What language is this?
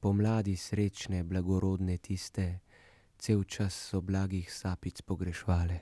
Slovenian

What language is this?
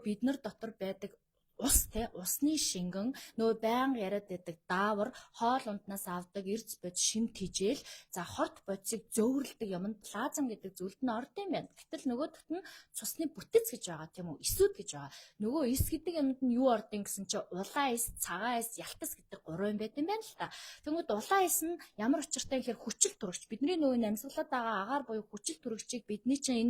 Mongolian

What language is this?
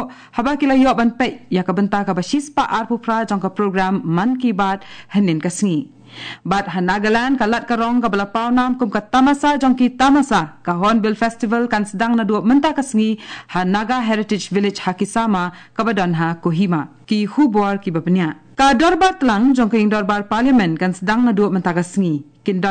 Khasi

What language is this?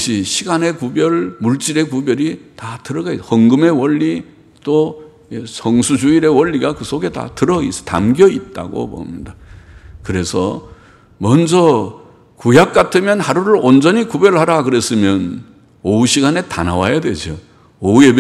Korean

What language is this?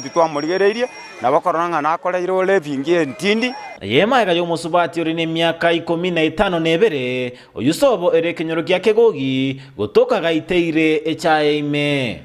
Gusii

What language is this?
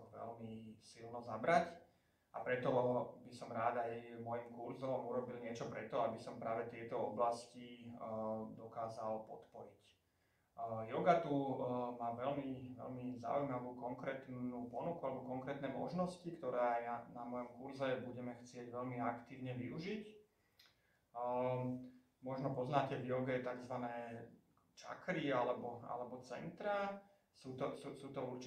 Slovak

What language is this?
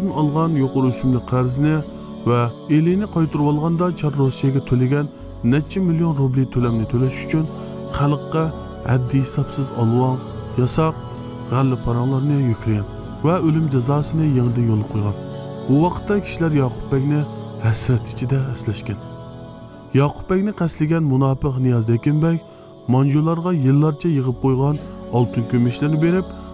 Uyghur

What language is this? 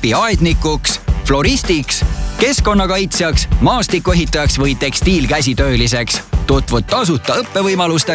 Estonian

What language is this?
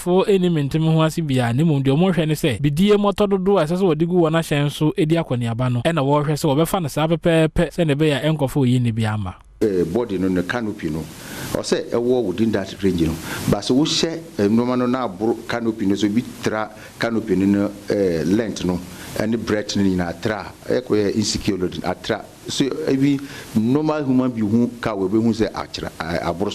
Akan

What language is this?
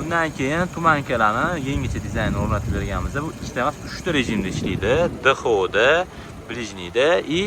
Uzbek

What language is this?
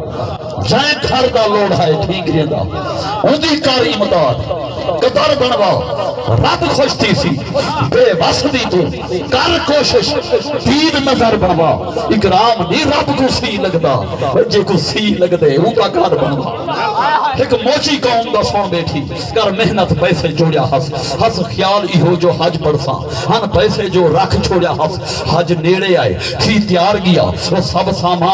Saraiki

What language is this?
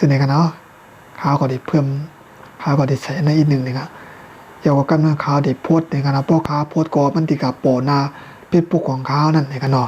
Shan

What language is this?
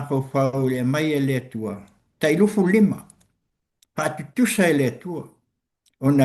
Samoan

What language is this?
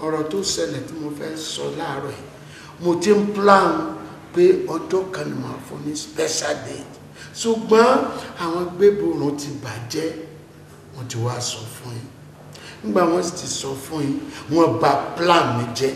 Yoruba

